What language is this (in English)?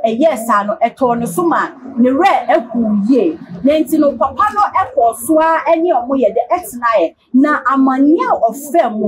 Akan